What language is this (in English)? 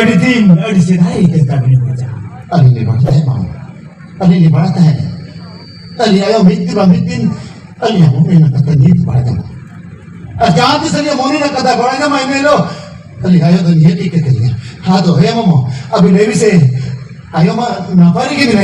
Santali